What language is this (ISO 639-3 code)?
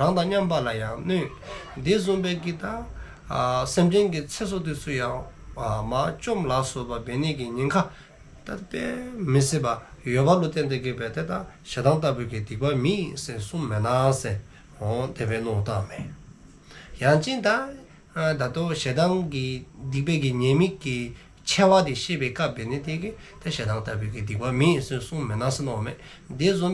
dzo